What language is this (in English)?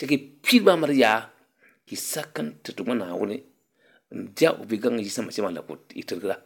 Dagbani